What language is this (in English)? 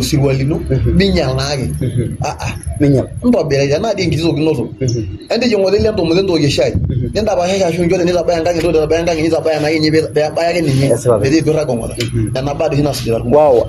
Masai